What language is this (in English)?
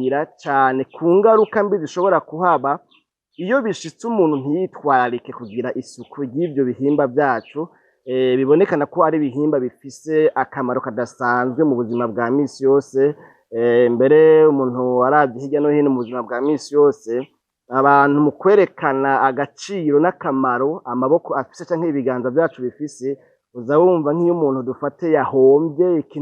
Rundi